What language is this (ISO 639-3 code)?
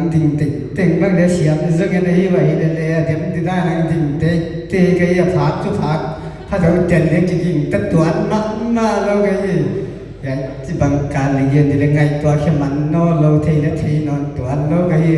pck